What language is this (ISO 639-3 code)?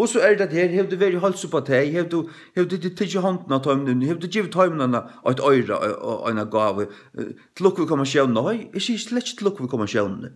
fao